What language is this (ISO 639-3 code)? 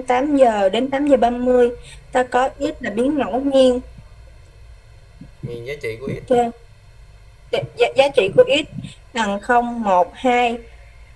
vie